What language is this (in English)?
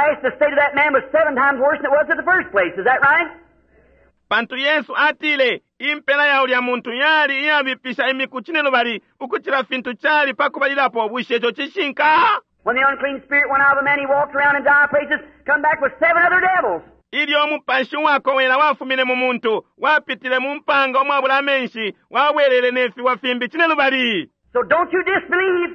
Bemba